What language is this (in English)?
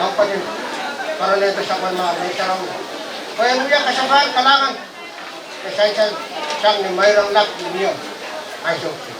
Pohnpeian